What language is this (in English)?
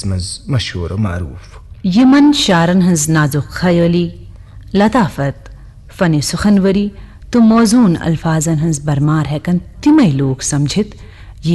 Kashmiri